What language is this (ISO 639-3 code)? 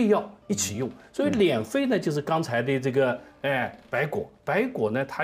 zho